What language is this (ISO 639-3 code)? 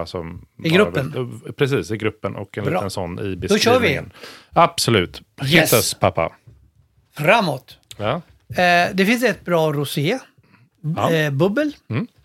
swe